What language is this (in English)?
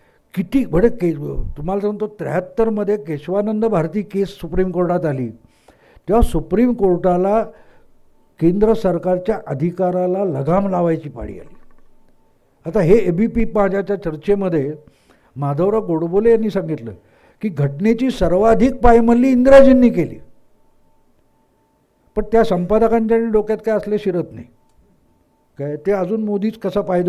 Marathi